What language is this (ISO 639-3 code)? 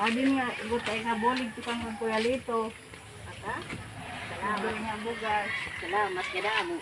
war